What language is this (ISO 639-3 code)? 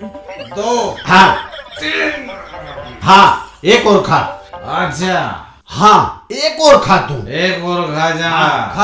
bgc